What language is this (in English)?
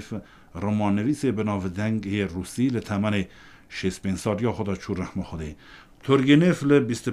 Kurdish